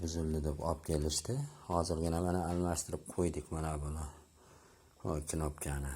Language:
Uzbek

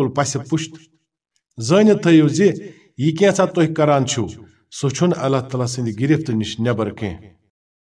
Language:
Kashmiri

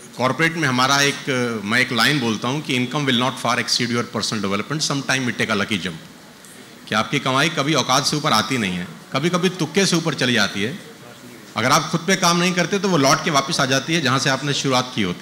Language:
Hindi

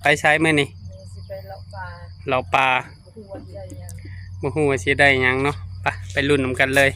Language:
Northeastern Thai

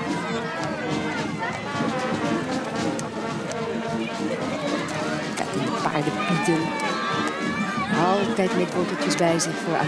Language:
Dutch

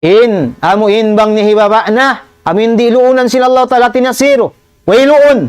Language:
Tausug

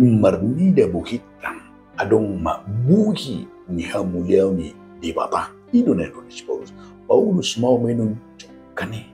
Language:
Batak Toba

